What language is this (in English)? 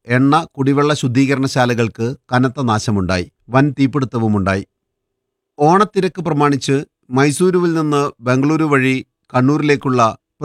Malayalam